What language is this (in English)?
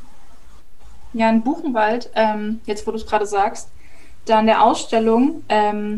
German